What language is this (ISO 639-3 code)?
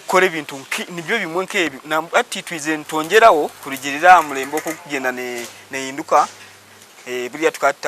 nyn